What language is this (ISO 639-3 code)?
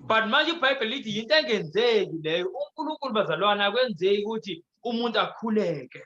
zul